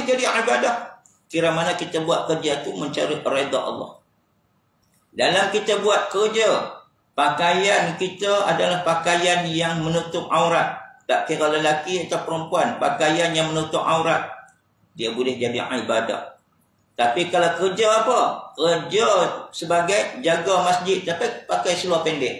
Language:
Malay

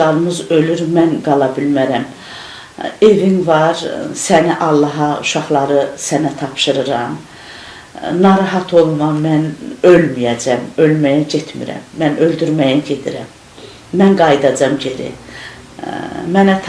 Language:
Azerbaijani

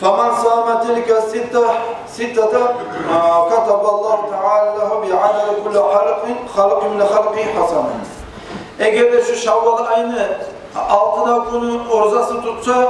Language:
Kumyk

